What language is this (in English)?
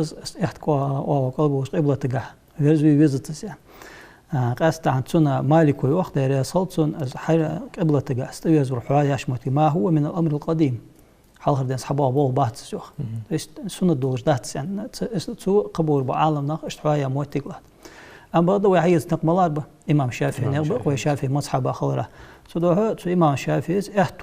Ingush